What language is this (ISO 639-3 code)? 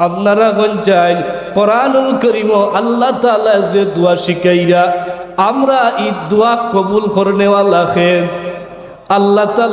syl